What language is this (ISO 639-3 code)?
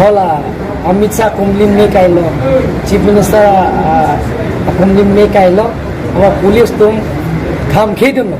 mjw